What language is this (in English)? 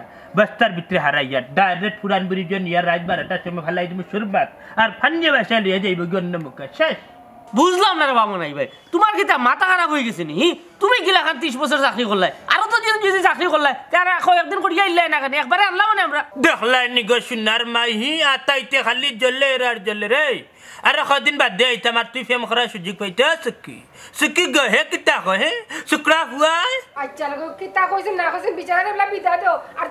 Sylheti